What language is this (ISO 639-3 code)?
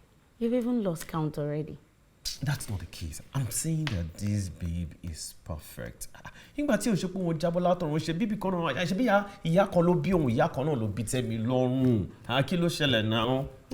yor